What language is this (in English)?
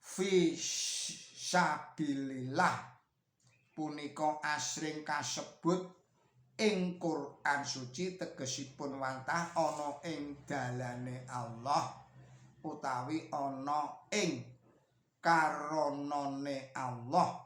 Javanese